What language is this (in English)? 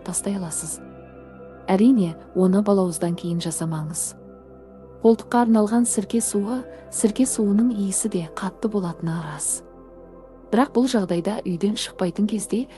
Kazakh